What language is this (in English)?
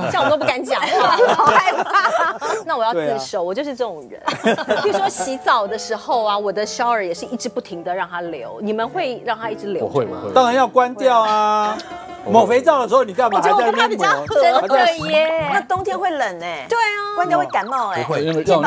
Chinese